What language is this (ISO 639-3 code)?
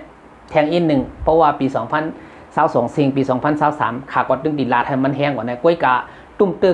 shn